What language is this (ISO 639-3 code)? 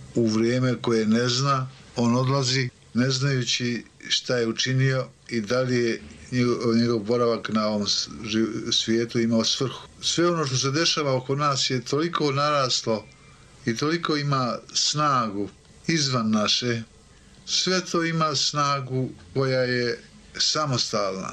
srp